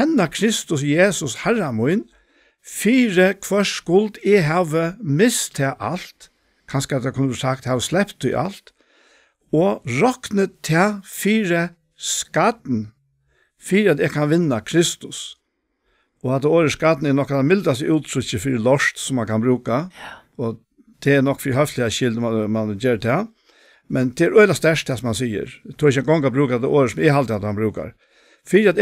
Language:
Faroese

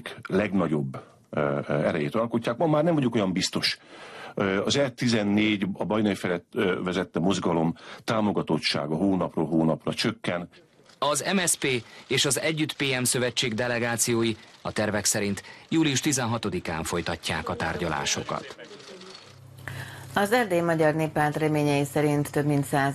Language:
Hungarian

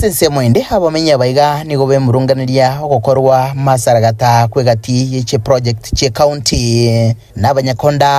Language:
Gusii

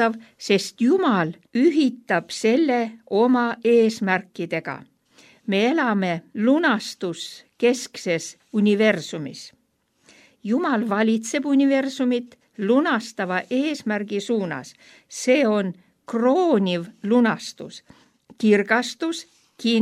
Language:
Estonian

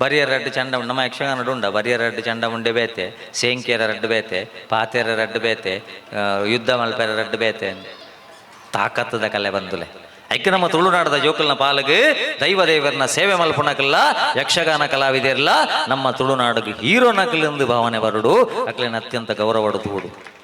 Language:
Tulu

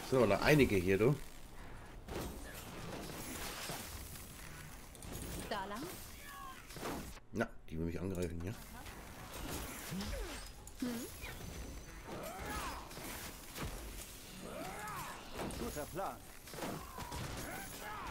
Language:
German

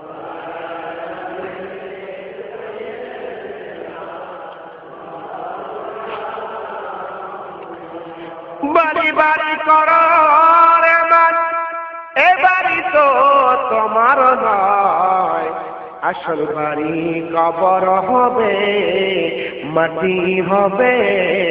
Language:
Bangla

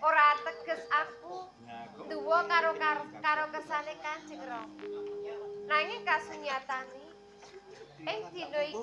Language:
Javanese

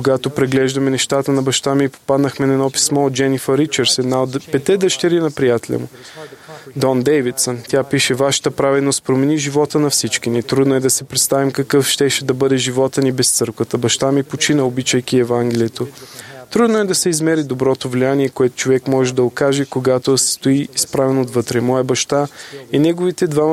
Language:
Bulgarian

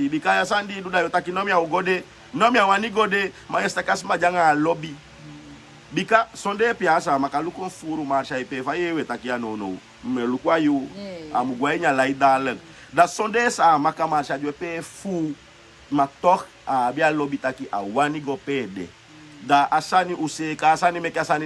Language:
Sranan Tongo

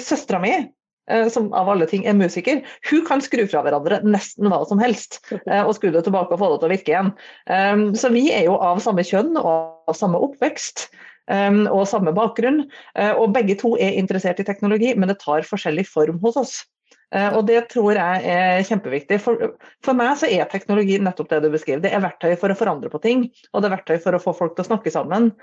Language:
Norwegian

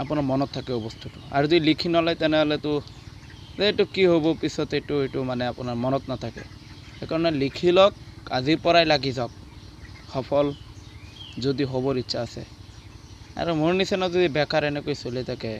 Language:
Assamese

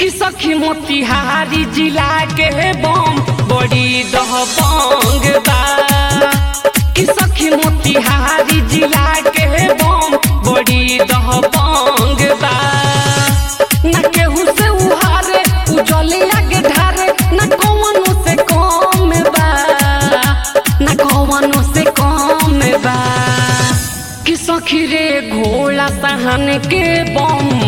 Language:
Bhojpuri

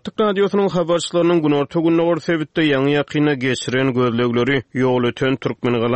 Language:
Turkmen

